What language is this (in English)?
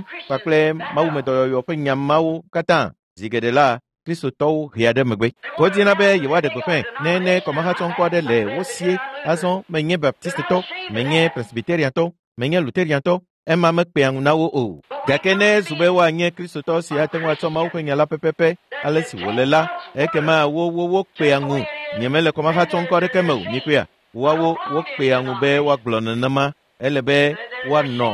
Ewe